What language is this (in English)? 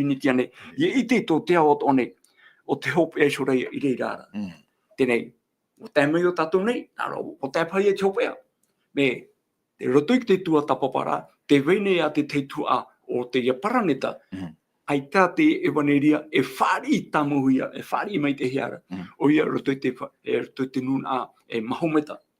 Tahitian